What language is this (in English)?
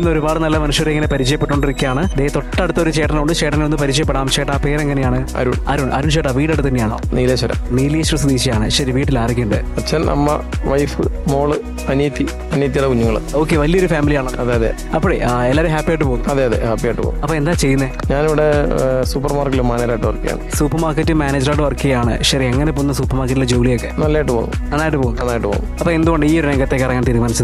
Malayalam